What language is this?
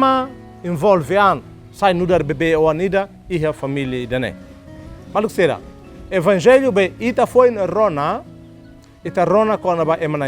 Tetum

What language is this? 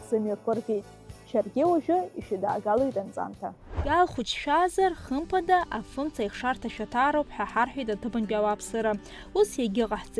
Abkhazian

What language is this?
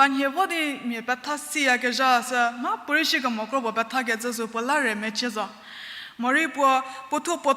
Angami Naga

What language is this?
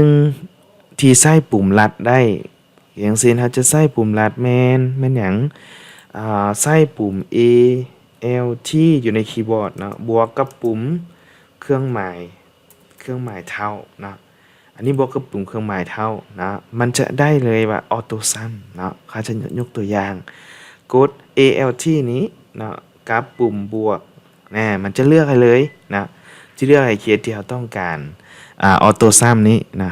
Lao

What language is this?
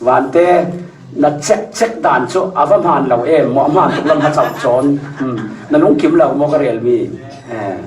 Falam Chin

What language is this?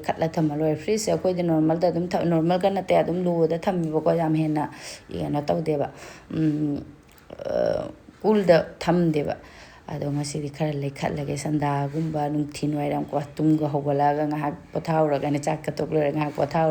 Manipuri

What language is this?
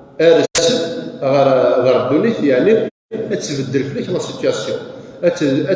Kabyle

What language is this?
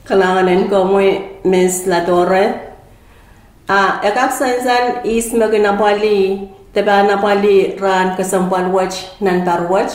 Pohnpeian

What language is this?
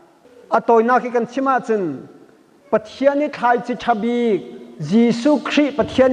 Hakha Chin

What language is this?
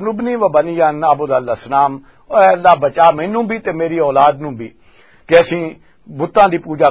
Western Panjabi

